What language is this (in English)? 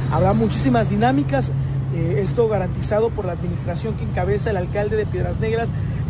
Spanish